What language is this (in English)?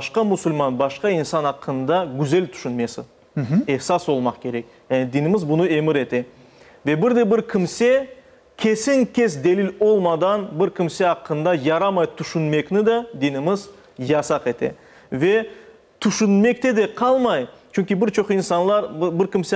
Crimean Tatar